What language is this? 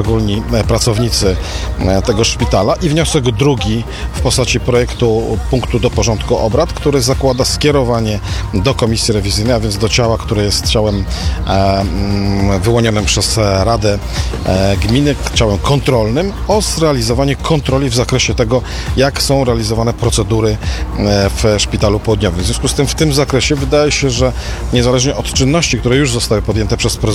Polish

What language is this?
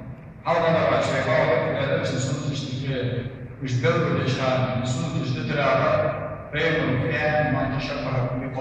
Ingush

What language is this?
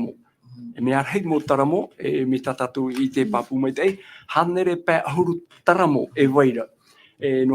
Tahitian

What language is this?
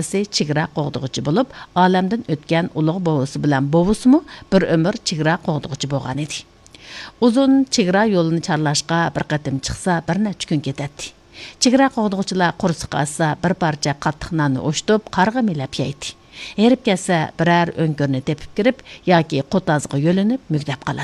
Uyghur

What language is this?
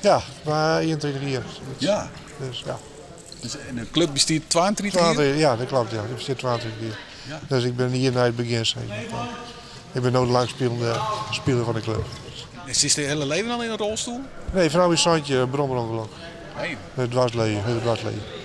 Western Frisian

